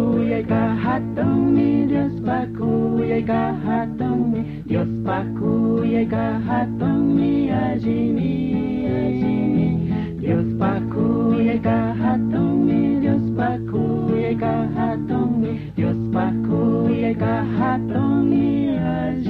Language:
Chimborazo Highland Quichua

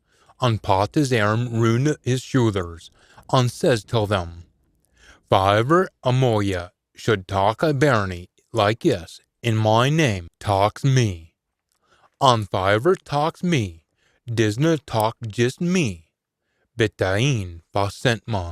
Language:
Scots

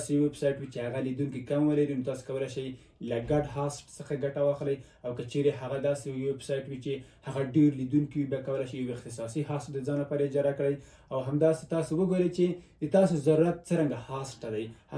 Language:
Pashto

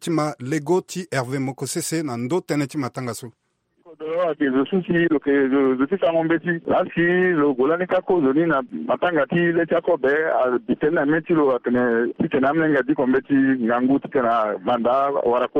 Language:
Sango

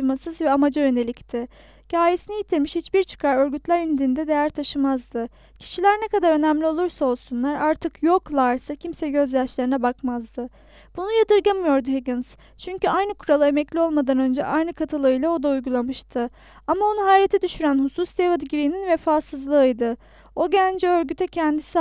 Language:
Turkish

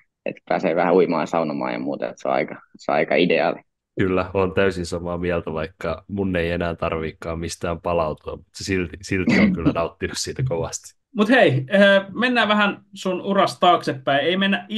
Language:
Finnish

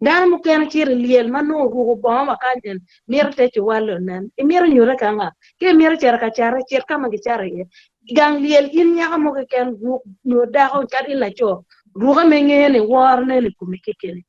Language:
Acoli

